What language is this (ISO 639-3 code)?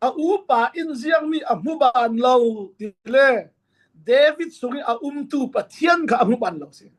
cfm